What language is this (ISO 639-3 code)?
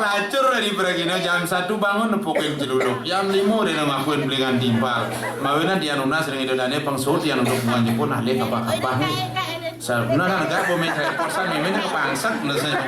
ban